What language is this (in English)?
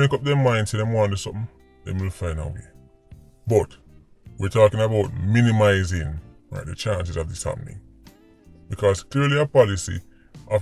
Jamaican Creole English